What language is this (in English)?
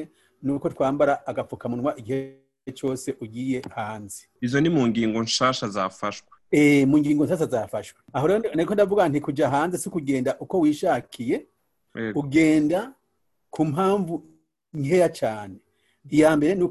Rundi